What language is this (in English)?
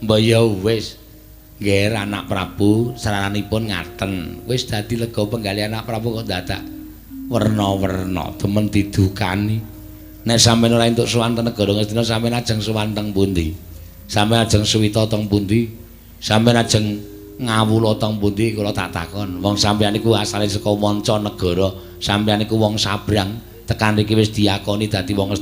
Javanese